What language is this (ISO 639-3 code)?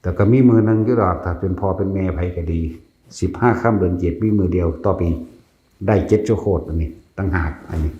lao